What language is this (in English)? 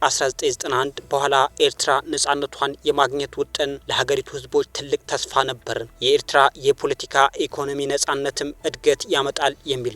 Amharic